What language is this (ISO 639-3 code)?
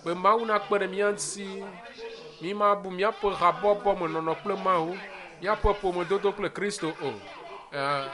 ewe